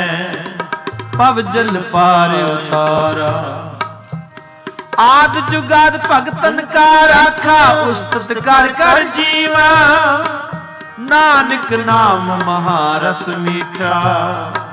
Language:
Punjabi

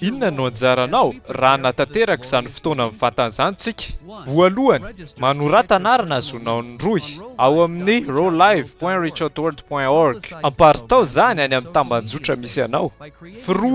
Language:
Malagasy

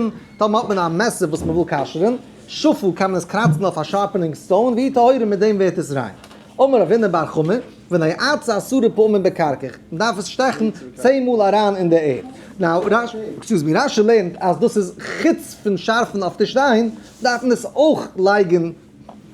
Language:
Yiddish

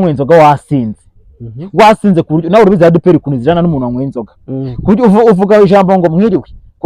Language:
Kinyarwanda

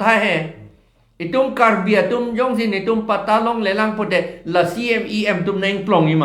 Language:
Karbi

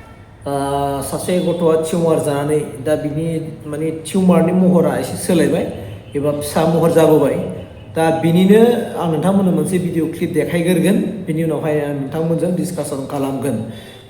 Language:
Bodo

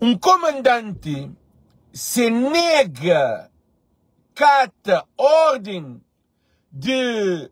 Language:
Kabuverdianu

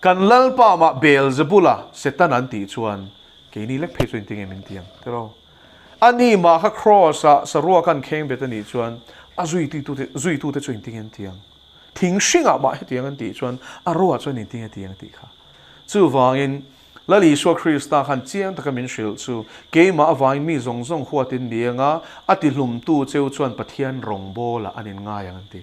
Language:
Mizo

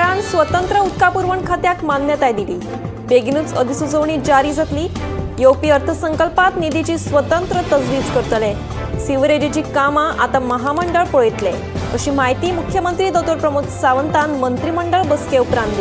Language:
Konkani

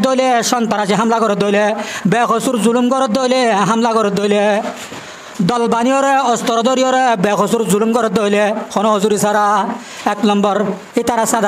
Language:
Rohingya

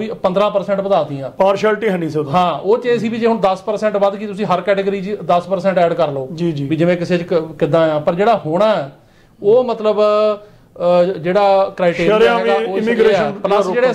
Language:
Punjabi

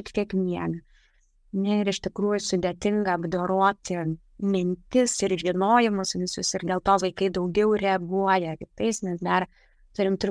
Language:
Lithuanian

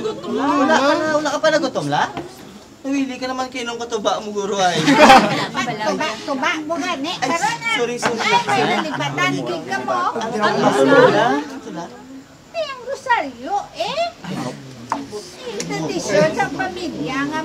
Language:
Hiligaynon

